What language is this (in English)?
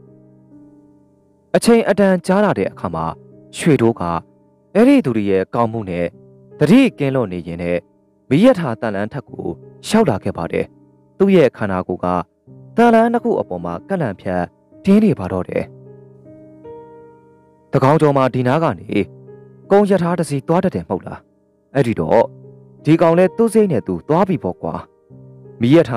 Burmese